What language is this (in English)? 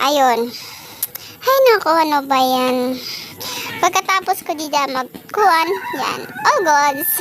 Waray